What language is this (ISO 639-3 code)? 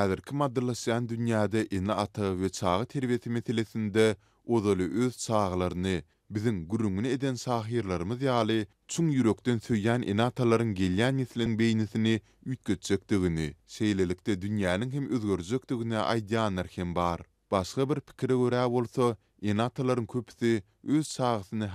tuk